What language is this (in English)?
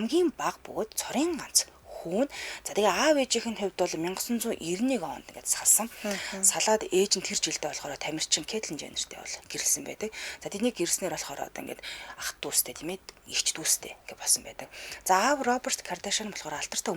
Mongolian